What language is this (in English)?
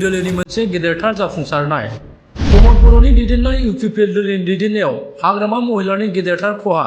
Bodo